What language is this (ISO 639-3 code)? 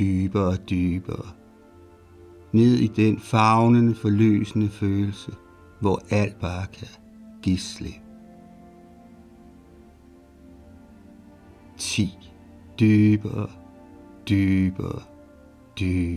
dan